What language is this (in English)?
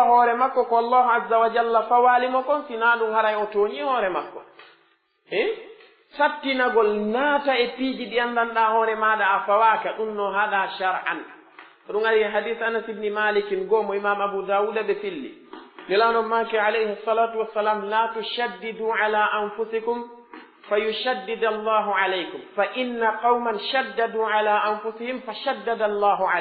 Pular